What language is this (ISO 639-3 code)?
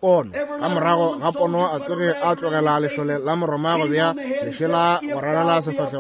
nso